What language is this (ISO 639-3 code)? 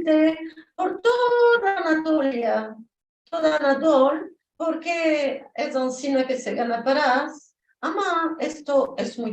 lad